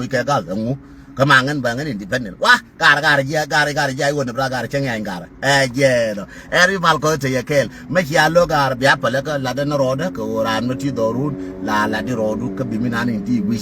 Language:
Nuer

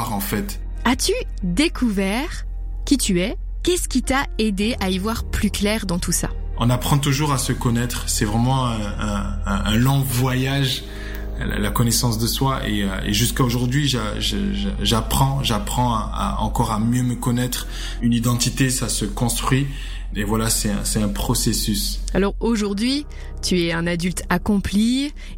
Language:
French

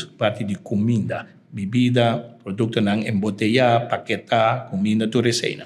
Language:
Papiamento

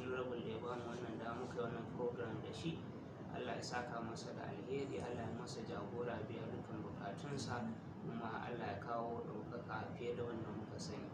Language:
Hausa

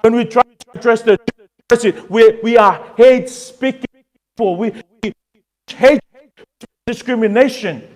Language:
Samoan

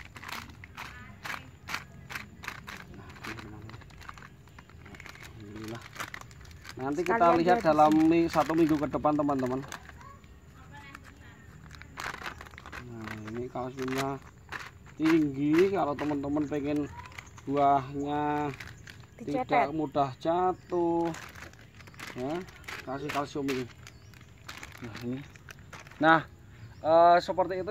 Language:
Indonesian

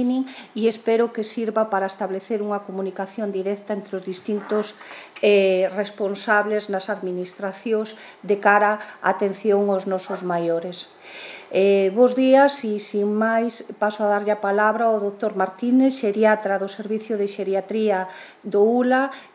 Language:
Galician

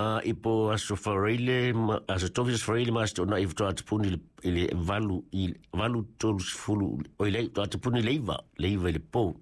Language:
Samoan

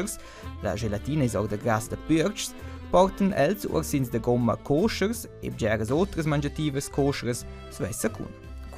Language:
Romansh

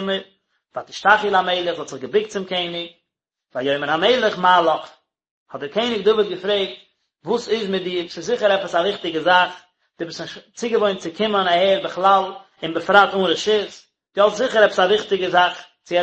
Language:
Yiddish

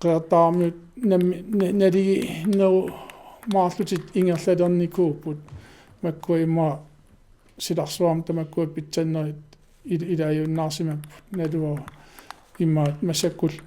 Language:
Kalaallisut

